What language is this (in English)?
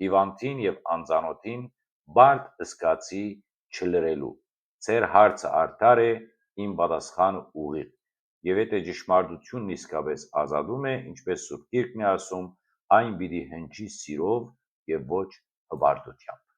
Western Armenian